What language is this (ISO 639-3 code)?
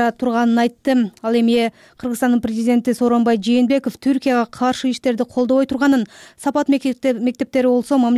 kir